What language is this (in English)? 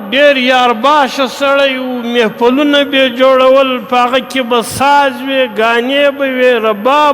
Pashto